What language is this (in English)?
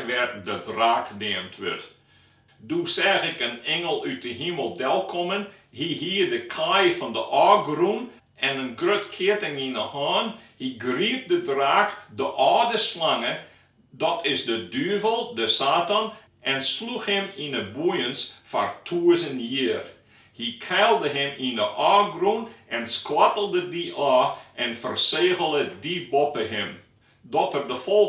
Western Frisian